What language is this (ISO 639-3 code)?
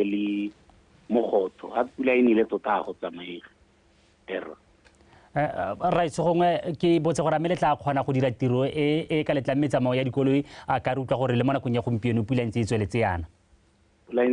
tsn